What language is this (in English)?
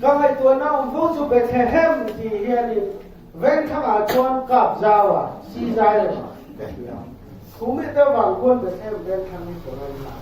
Mizo